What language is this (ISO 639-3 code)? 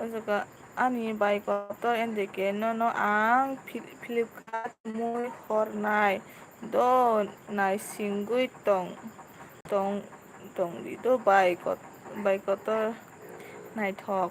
trp